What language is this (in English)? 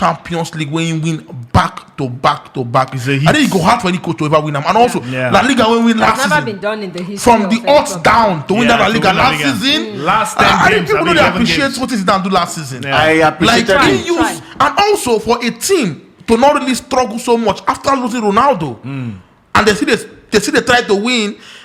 Nigerian Pidgin